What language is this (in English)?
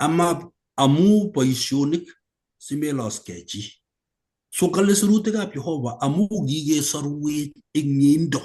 Kalenjin